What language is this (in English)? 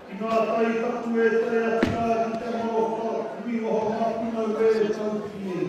Māori